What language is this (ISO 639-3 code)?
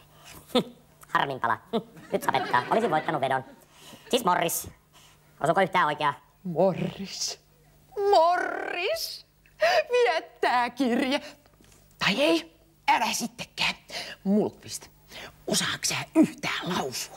fin